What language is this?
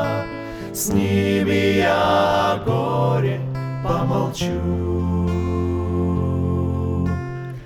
Russian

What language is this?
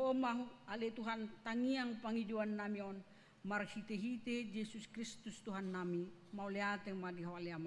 Batak Toba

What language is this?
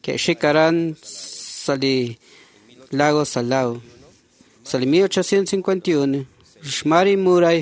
Kekchí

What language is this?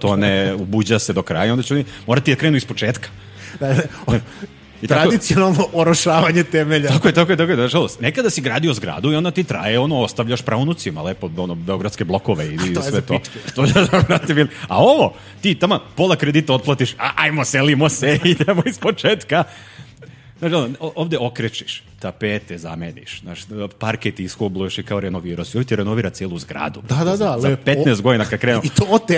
Serbian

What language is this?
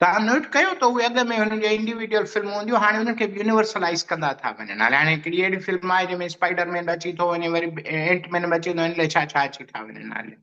Sindhi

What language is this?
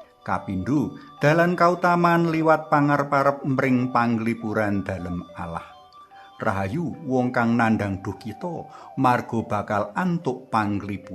Javanese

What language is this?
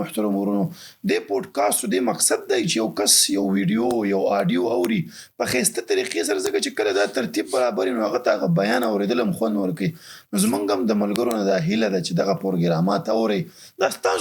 Pashto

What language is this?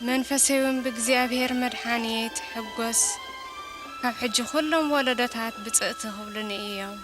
Tigrinya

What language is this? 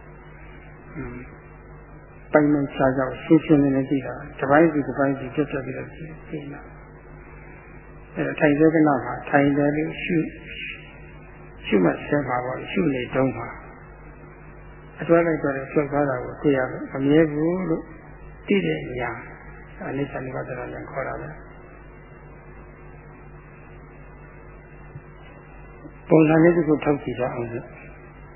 Burmese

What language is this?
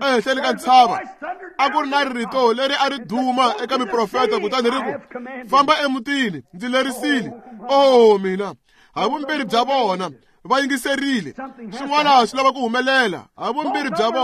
Tsonga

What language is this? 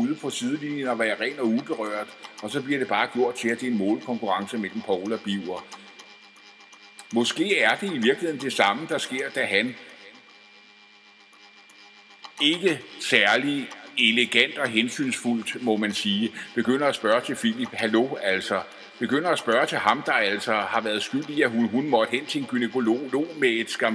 Danish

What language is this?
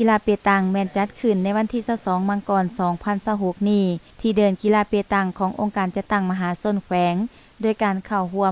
Lao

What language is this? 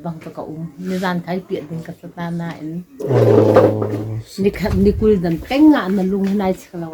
Hakha Chin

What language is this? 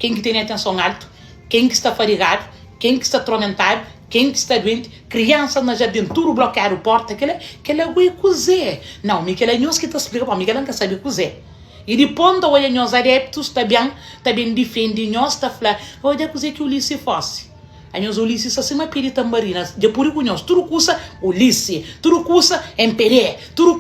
Kabuverdianu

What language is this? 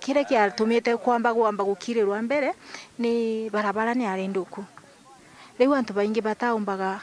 Meru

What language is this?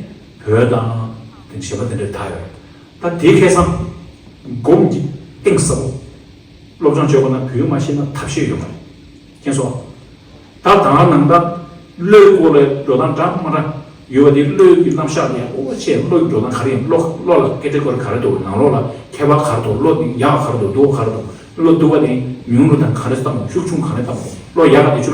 Tibetan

